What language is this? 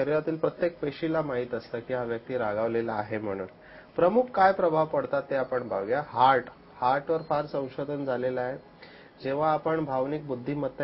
Marathi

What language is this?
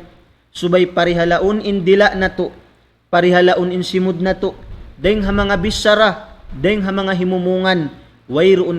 Tausug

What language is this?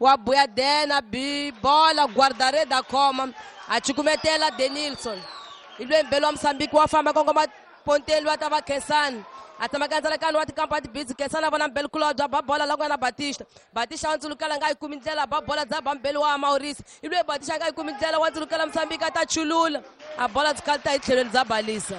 Tsonga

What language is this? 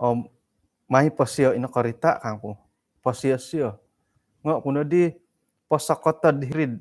Central Dusun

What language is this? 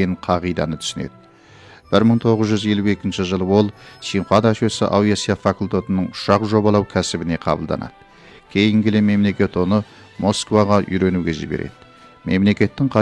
Kazakh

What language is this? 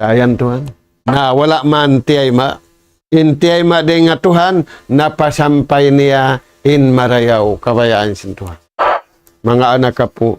Tausug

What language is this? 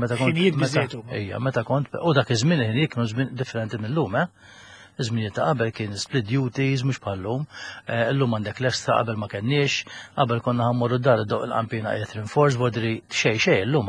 Maltese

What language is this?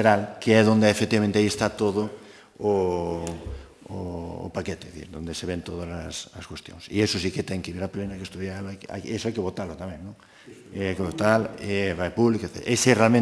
Galician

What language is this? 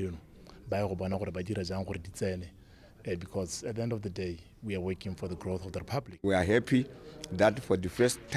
Tswana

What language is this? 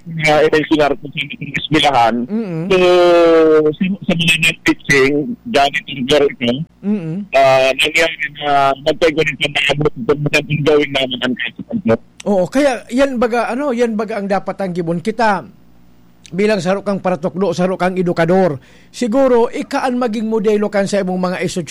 Bikol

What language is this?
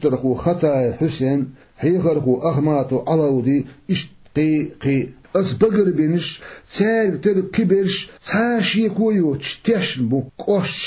Chechen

